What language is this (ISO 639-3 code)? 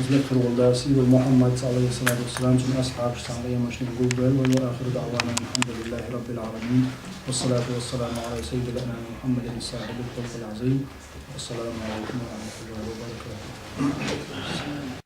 che